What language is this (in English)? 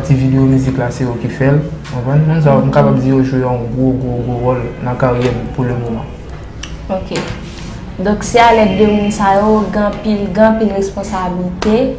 Haitian Creole